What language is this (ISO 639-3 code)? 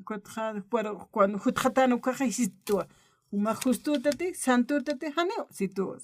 aym